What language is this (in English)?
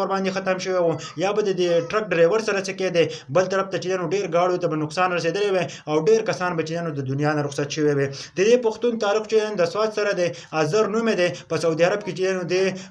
Pashto